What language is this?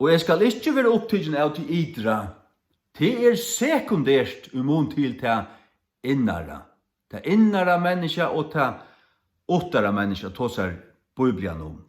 Faroese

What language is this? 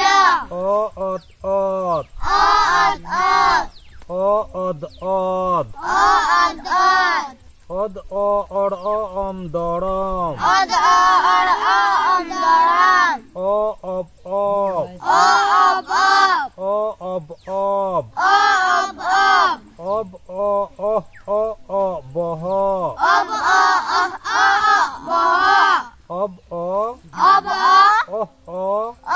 Santali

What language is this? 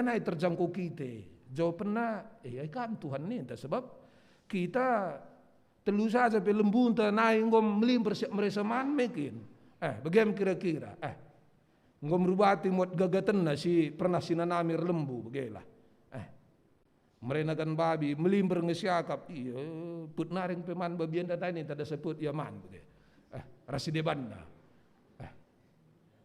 Batak Karo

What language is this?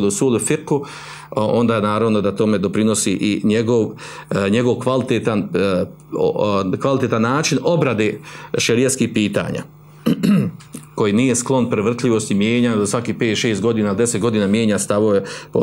Bosnian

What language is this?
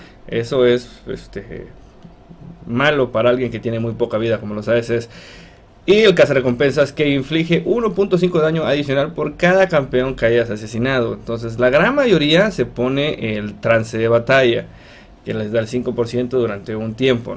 Spanish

